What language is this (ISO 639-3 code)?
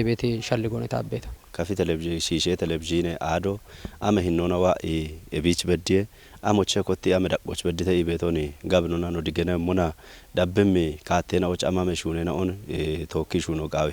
kbr